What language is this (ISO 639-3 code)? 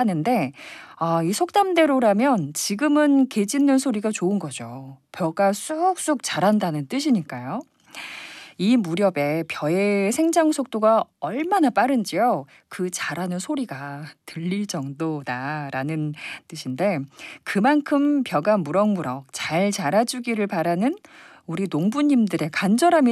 kor